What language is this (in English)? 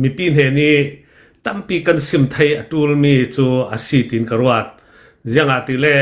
Hakha Chin